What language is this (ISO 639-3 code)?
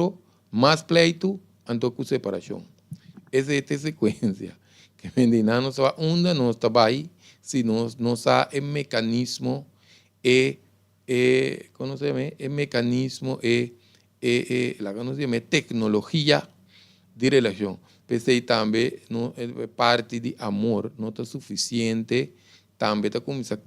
pap